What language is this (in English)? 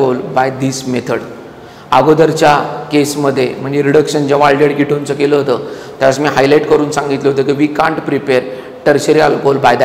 Marathi